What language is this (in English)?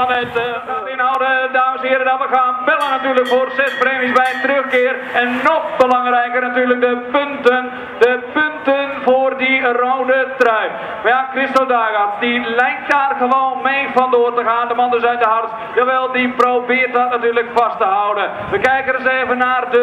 Dutch